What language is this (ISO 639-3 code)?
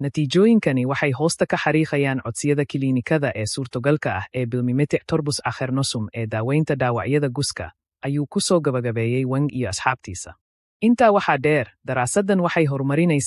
som